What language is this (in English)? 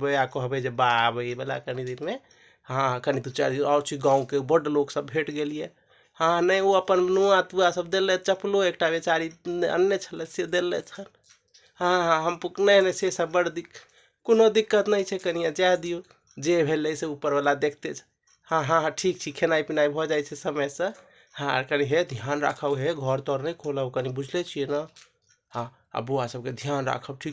Maithili